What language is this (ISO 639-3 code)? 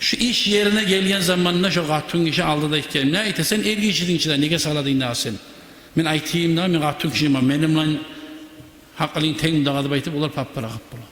kum